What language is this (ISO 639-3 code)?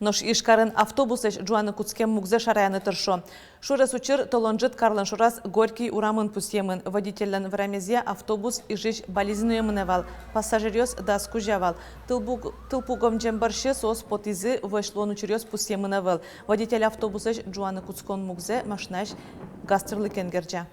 udm